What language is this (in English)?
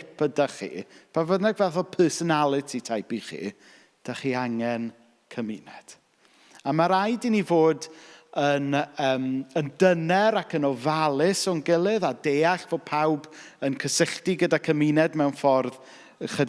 Welsh